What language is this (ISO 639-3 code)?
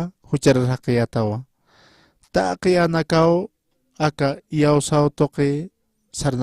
aym